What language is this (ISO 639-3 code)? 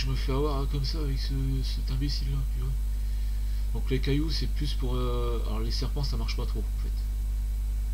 fra